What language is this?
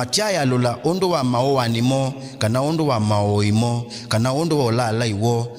Kamba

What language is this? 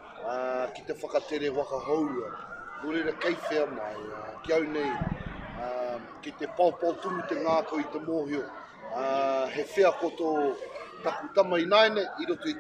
Māori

